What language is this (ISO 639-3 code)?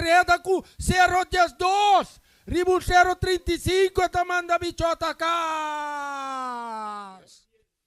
pap